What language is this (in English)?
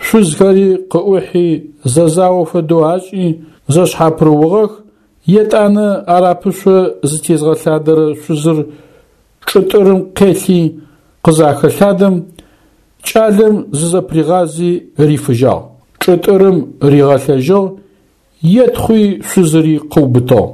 Adyghe